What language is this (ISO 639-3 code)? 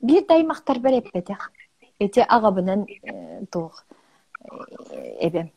sah